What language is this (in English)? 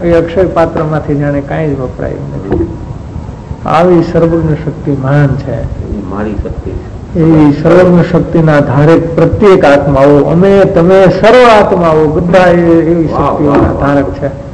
Gujarati